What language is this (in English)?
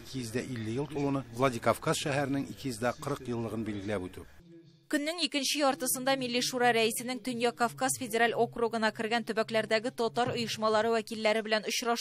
Tatar